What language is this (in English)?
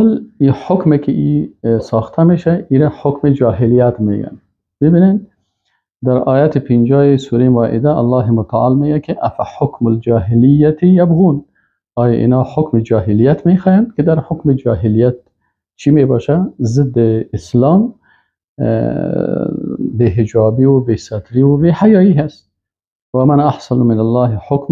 Persian